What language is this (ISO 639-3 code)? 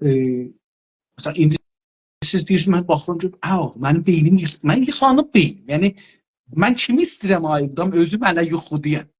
azb